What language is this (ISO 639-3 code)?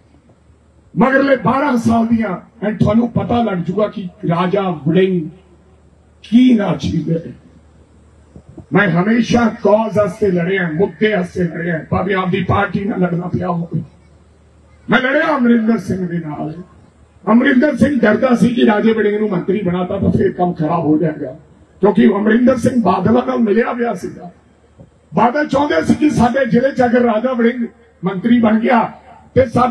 pan